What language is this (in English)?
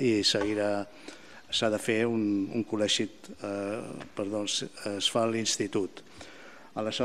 Catalan